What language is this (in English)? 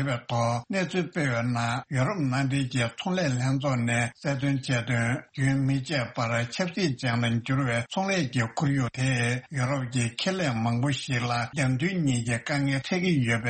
Tibetan